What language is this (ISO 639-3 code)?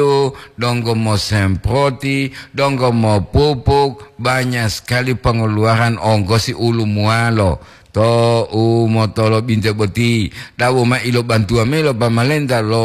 gor